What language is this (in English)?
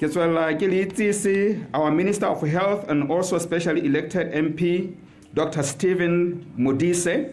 Tswana